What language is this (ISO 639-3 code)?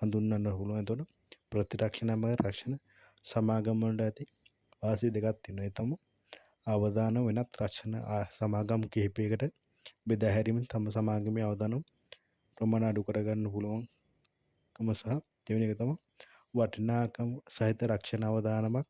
sin